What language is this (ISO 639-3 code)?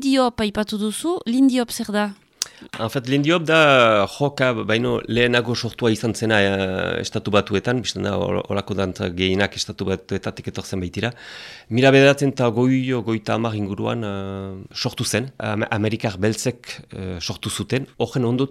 eus